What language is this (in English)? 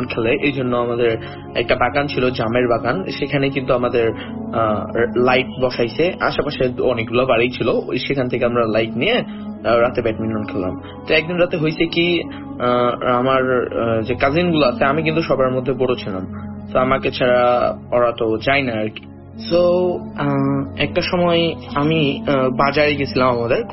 Bangla